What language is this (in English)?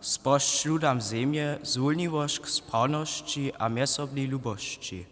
Upper Sorbian